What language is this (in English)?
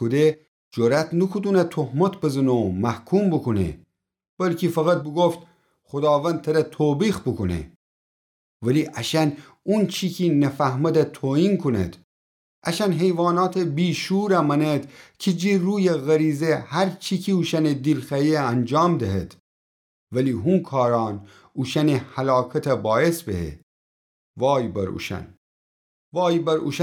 Gilaki